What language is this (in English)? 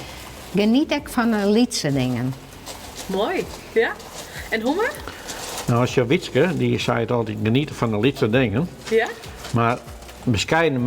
Western Frisian